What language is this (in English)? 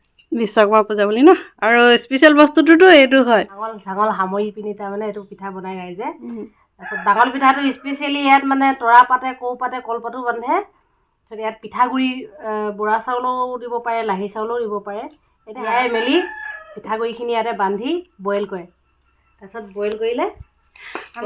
Assamese